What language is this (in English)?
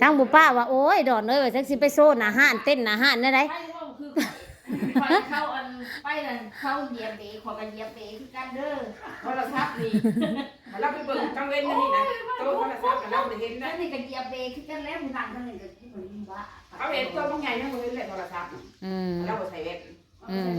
Northeastern Thai